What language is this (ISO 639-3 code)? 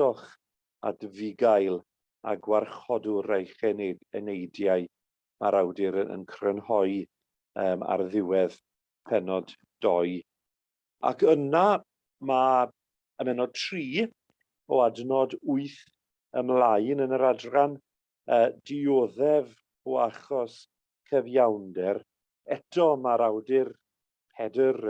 cym